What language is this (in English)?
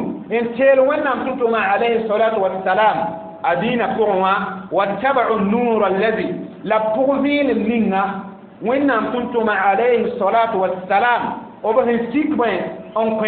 Mossi